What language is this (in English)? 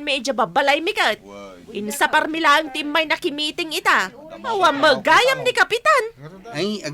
Iloko